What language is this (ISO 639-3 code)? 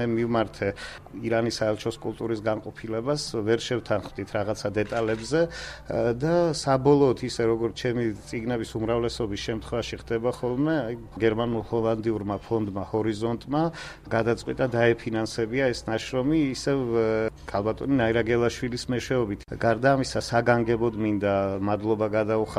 kat